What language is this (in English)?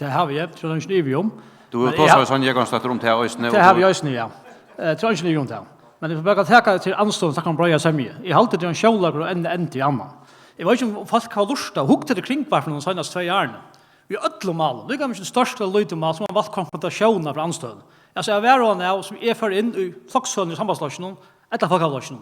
Faroese